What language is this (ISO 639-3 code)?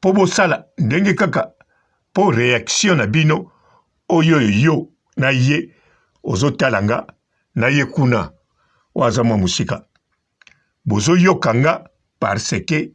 lin